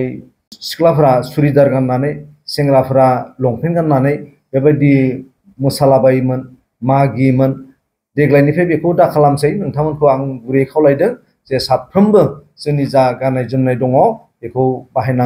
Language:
Bodo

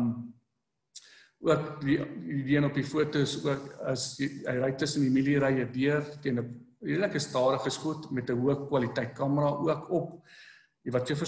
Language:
Afrikaans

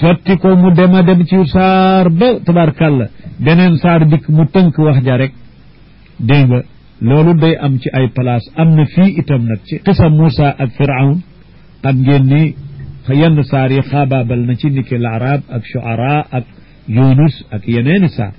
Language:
Wolof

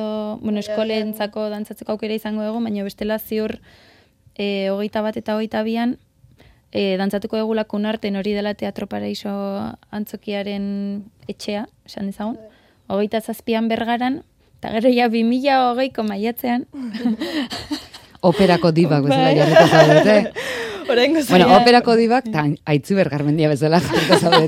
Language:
Basque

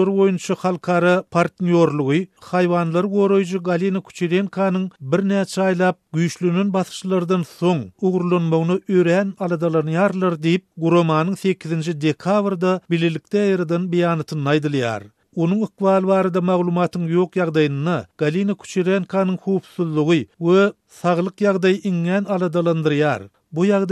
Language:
Turkmen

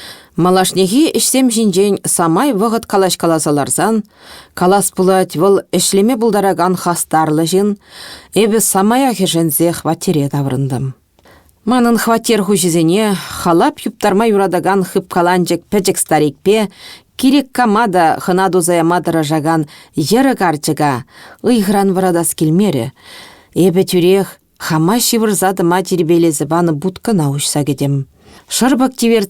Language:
Chuvash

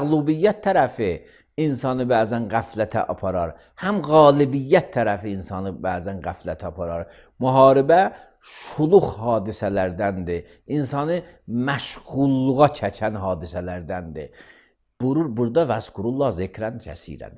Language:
Azerbaijani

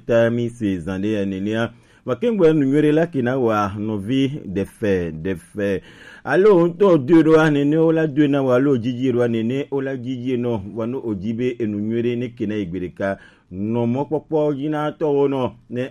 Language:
Gen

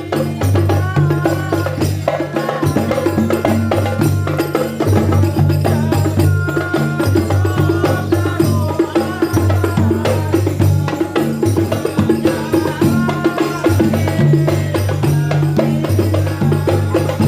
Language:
Betawi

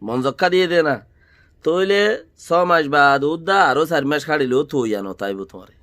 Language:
Rohingya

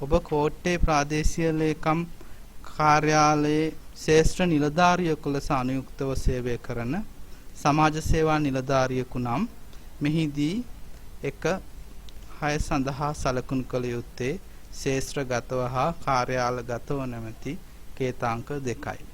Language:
Sinhala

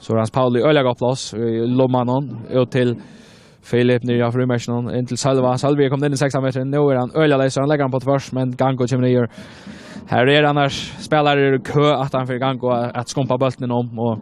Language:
Faroese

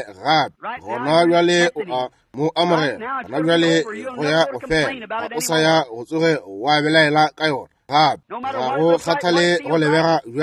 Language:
Northern Sotho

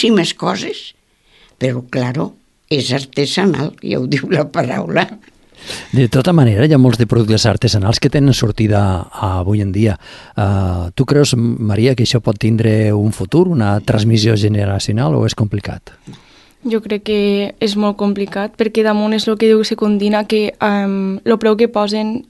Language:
Catalan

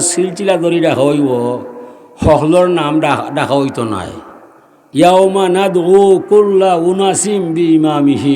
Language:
Sylheti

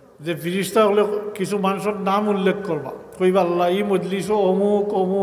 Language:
Sylheti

